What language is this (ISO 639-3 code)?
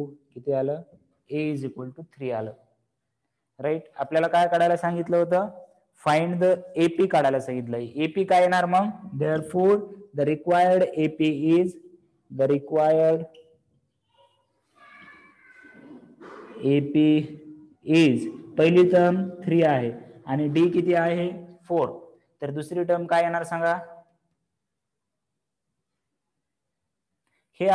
mar